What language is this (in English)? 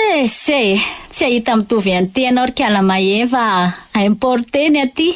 Malagasy